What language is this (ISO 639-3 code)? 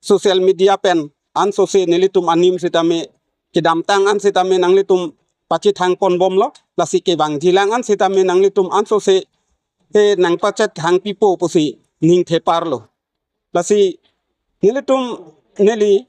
mjw